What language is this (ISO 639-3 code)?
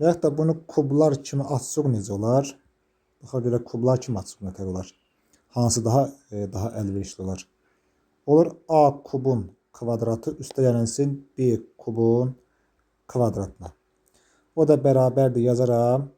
aze